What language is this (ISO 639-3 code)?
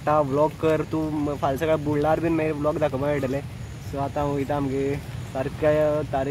kok